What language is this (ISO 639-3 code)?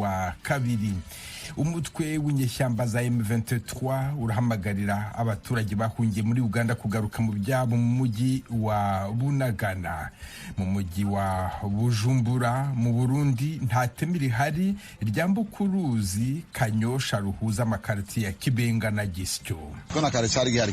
run